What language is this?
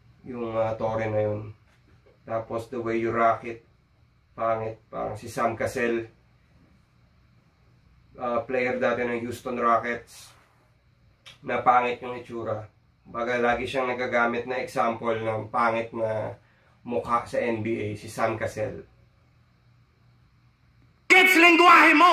Filipino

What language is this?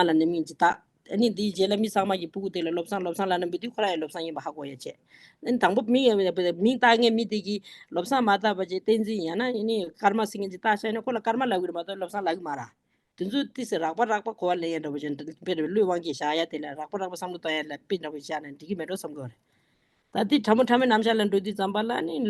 Tibetan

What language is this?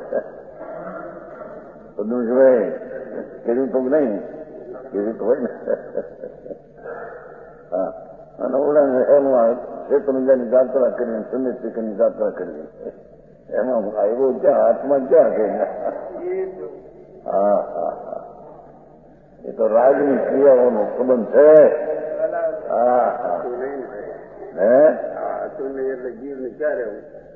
Gujarati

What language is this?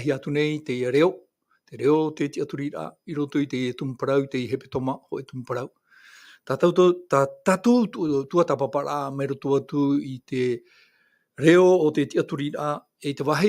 Tahitian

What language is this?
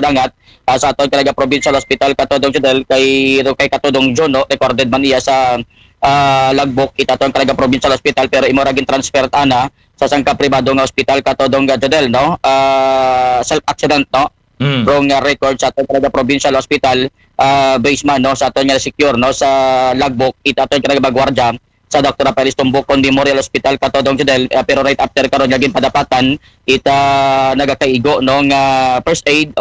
Aklanon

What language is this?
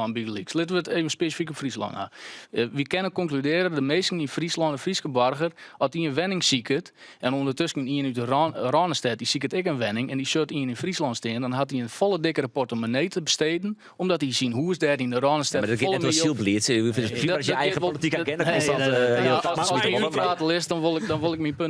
Western Frisian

